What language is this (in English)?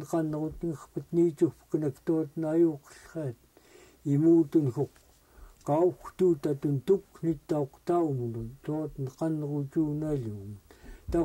Central Yupik